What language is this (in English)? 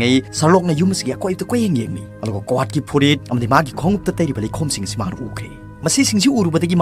Manipuri